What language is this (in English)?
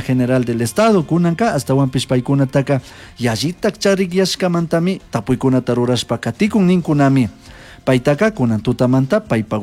Chimborazo Highland Quichua